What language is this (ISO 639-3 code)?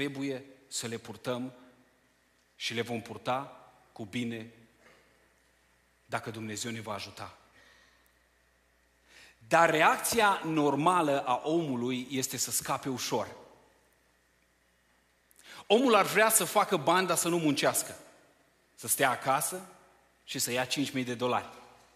ron